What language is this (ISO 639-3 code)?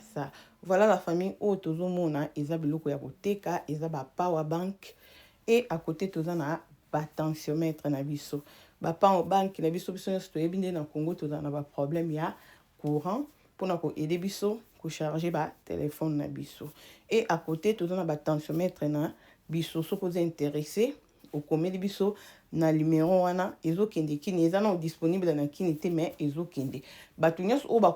lin